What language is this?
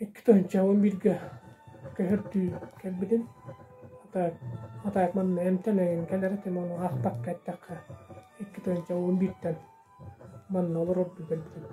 Yakut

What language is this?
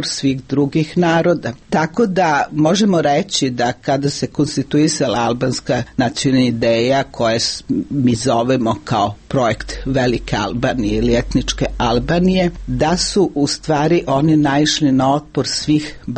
Serbian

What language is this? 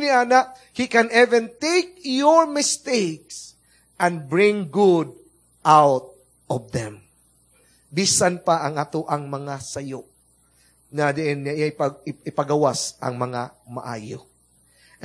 Cebuano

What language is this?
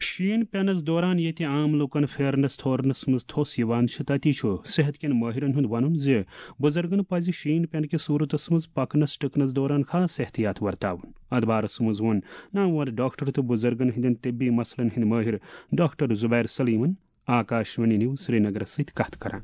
Kashmiri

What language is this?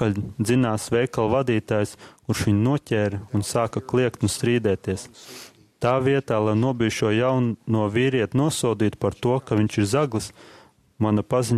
Latvian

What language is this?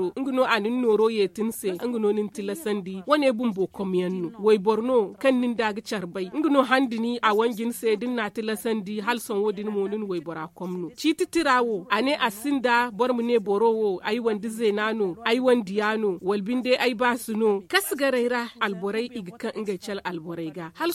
Zarma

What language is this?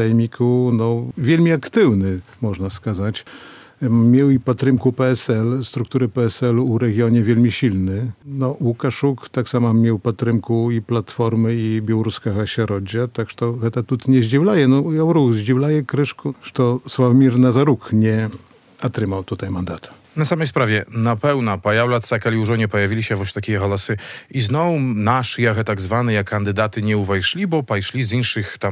Belarusian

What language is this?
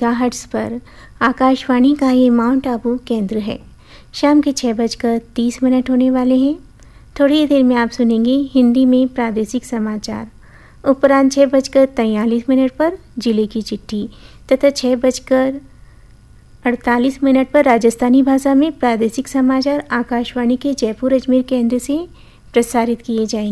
Hindi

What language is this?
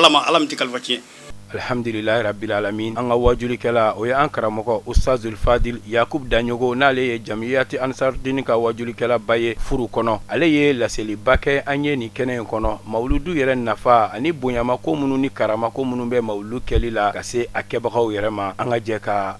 Bambara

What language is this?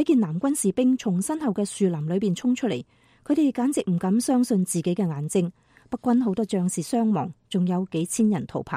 Cantonese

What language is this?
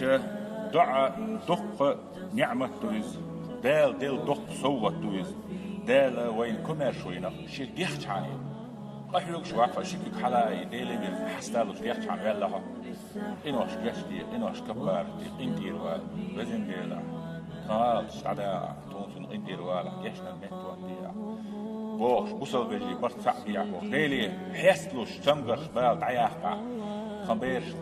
Chechen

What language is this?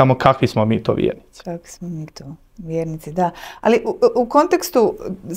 Bosnian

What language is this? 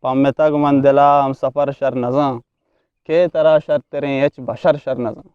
Eastern Balochi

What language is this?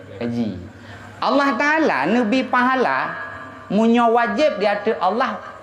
Achinese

